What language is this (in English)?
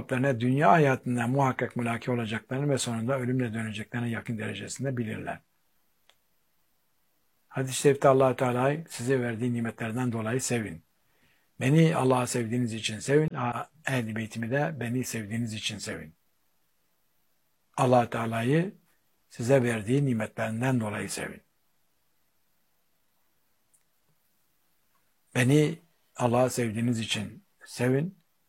Turkish